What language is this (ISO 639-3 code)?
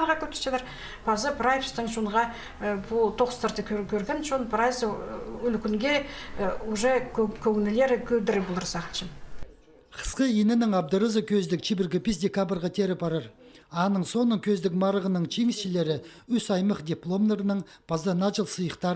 kjh